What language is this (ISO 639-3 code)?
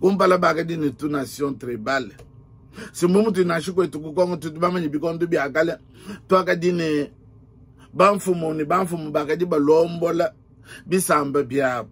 lua